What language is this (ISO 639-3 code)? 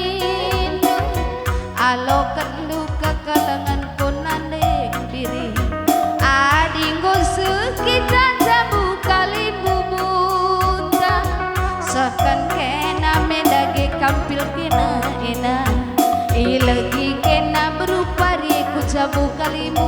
btx